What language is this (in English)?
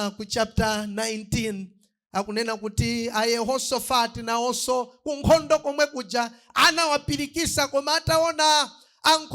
Nyanja